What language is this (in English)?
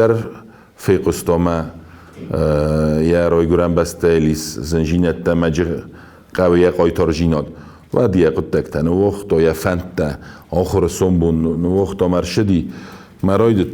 Ossetic